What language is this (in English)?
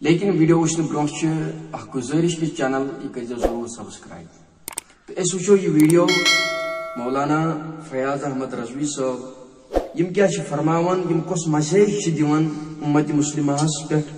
Kashmiri